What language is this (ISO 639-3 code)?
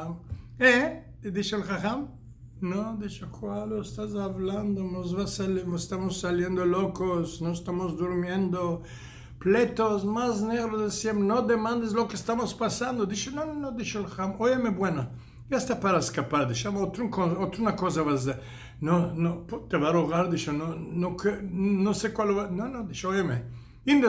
lad